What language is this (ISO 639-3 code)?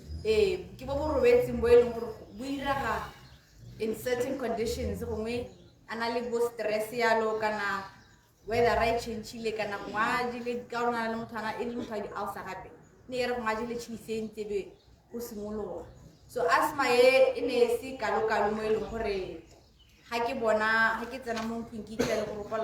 tsn